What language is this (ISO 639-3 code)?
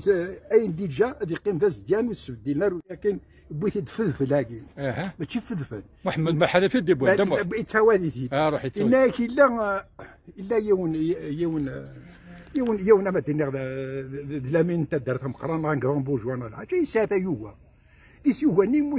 kab